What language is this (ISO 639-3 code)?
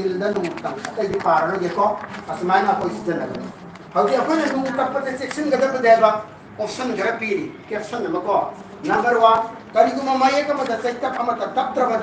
mni